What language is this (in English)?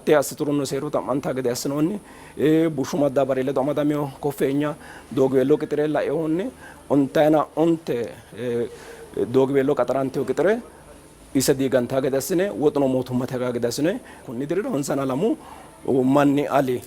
Sidamo